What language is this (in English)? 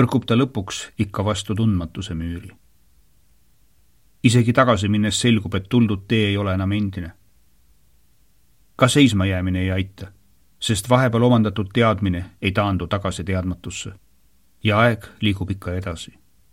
Estonian